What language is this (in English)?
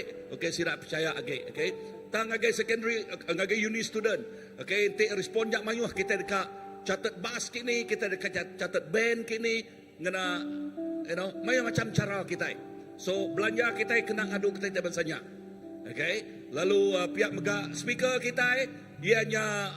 Iban